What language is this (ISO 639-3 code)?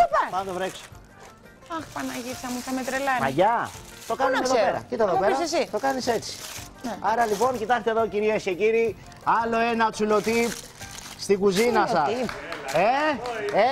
ell